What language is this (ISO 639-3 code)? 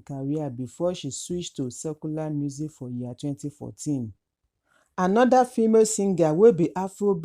pcm